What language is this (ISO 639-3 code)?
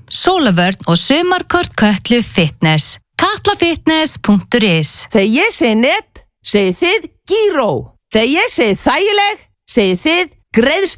isl